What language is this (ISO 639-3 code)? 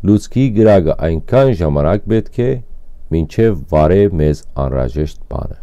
hyw